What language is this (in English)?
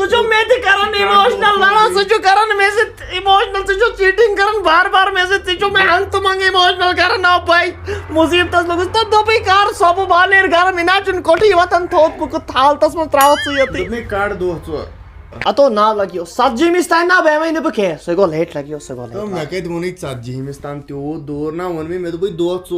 Kashmiri